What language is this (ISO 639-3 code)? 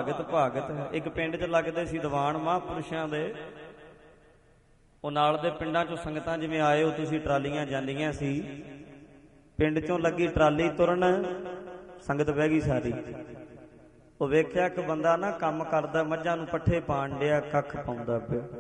pan